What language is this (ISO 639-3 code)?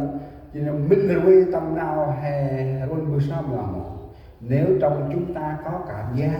cmo